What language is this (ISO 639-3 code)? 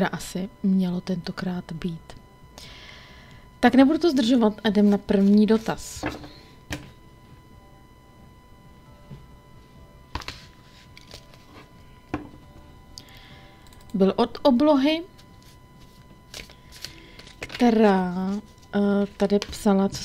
ces